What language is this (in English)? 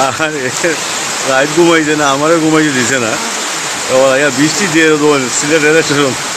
Sylheti